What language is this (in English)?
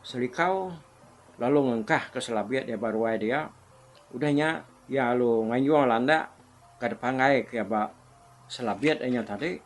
Iban